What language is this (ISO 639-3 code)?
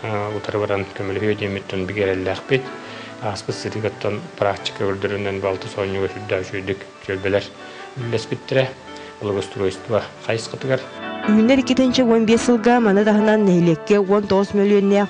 sah